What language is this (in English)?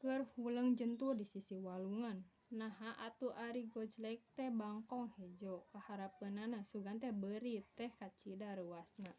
Sundanese